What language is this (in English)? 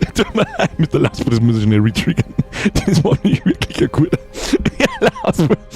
Bavarian